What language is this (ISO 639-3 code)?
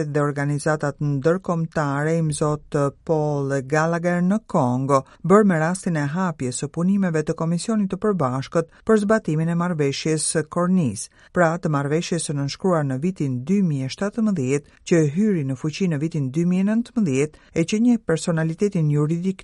sqi